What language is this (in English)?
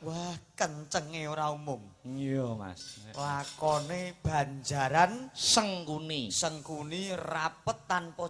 Javanese